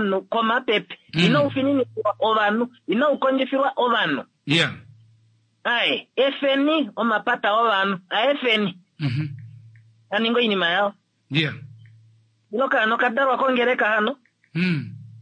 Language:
Kuanyama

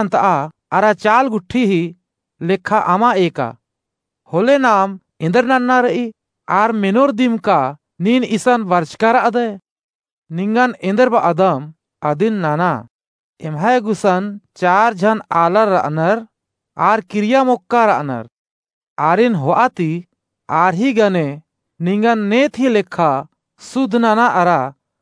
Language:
Kurukh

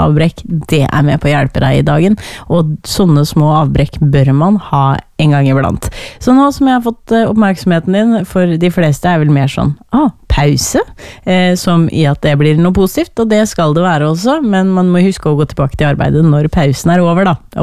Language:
Norwegian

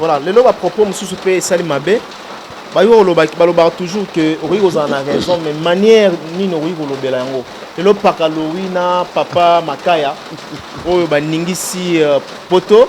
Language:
Lingala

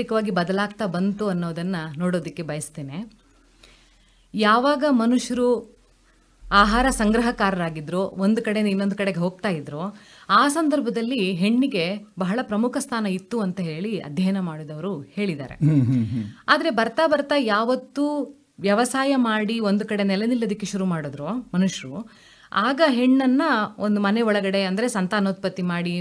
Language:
Kannada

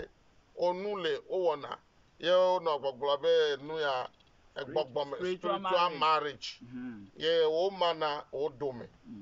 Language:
Ewe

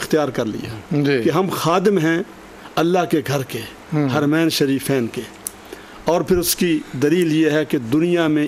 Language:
Urdu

